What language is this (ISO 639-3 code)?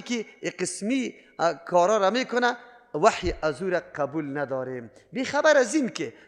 fas